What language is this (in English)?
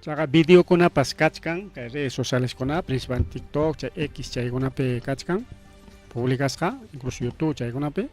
Ayacucho Quechua